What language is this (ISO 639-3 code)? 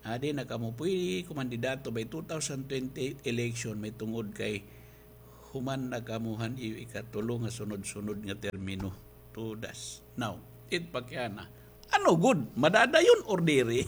war